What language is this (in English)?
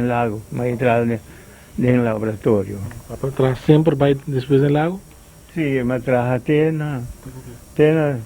Papiamento